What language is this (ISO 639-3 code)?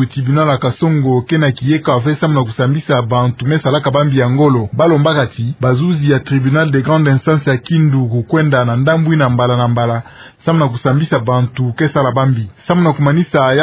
ktu